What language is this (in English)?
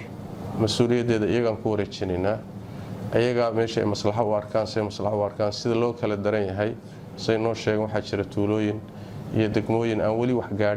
Somali